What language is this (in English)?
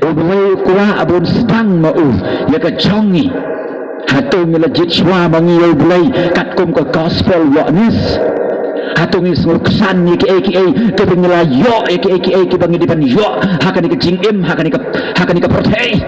Khasi